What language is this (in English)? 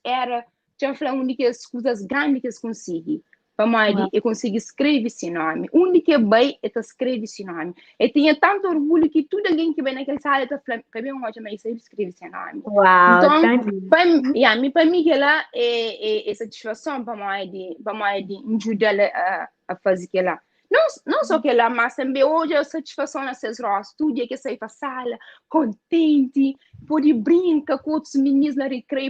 Kabuverdianu